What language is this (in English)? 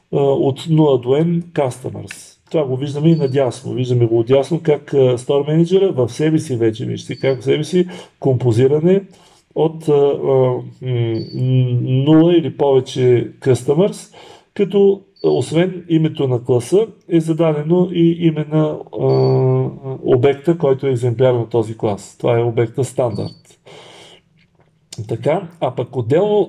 Bulgarian